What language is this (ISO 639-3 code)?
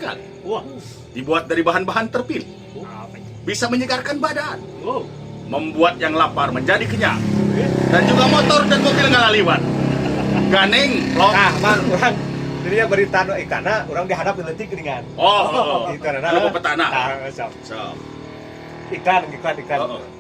sun